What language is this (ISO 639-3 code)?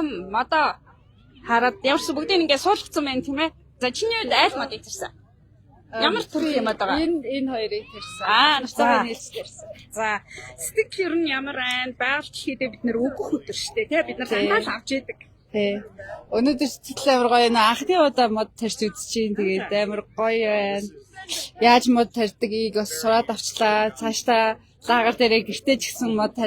mon